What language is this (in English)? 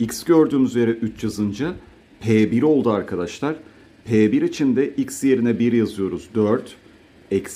Turkish